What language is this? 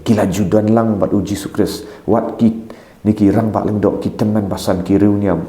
Khasi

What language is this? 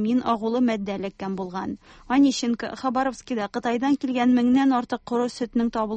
Tatar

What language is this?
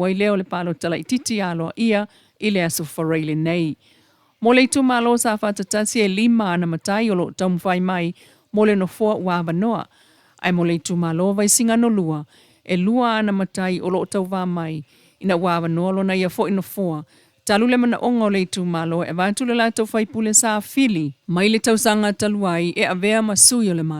Samoan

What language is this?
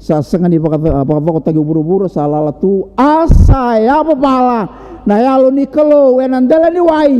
Fijian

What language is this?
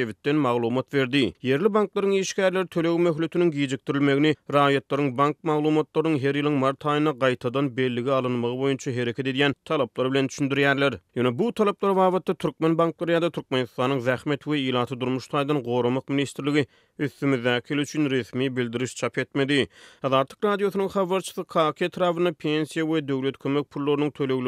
Turkmen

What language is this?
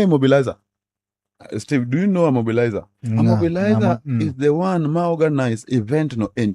Luo (Kenya and Tanzania)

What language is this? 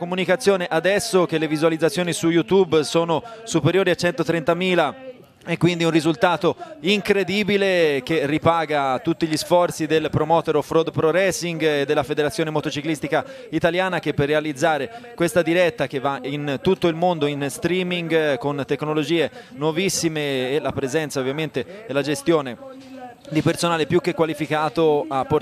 Italian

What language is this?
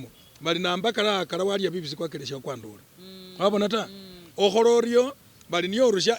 Masaaba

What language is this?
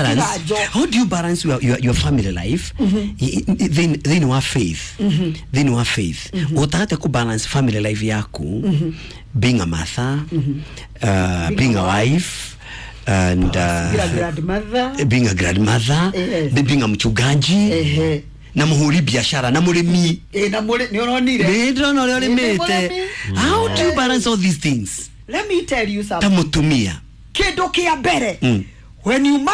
Kikuyu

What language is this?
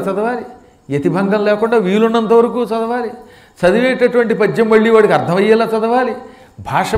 Telugu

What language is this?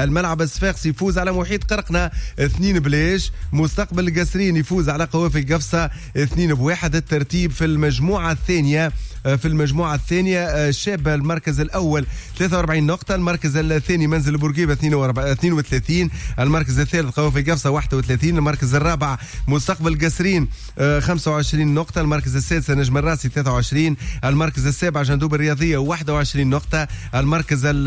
Tunisian Arabic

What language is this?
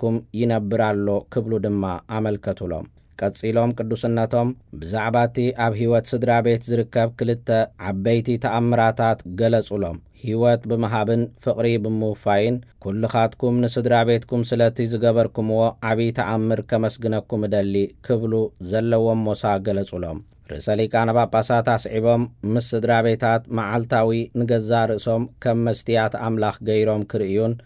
Tigrinya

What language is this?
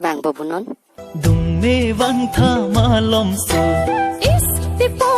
Karbi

